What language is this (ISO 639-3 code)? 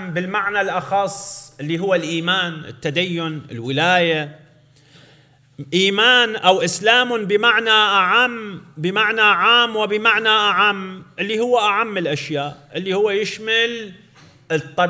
ara